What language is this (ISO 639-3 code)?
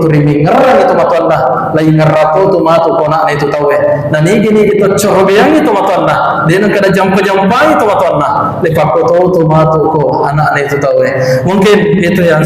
bug